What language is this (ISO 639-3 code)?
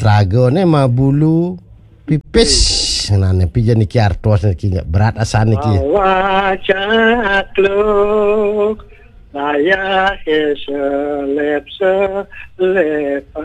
ban